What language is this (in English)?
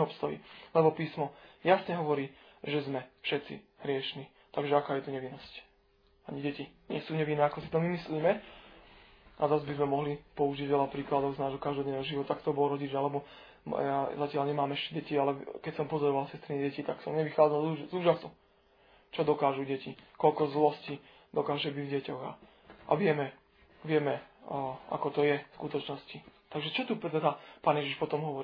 Slovak